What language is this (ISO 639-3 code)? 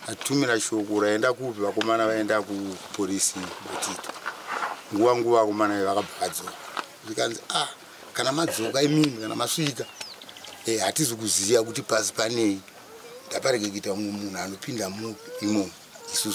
sna